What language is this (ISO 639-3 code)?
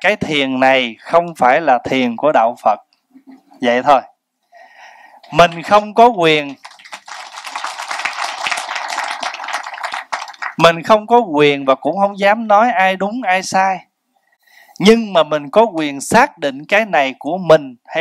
vie